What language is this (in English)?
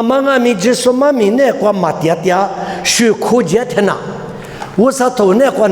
Lisu